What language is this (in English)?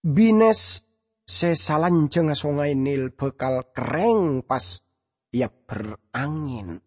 Madurese